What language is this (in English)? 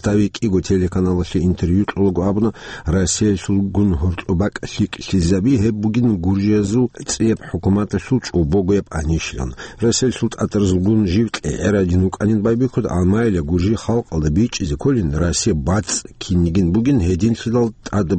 Avaric